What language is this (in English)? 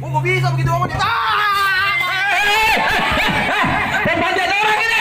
Betawi